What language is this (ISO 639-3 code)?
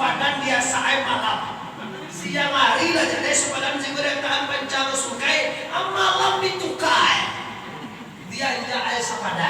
min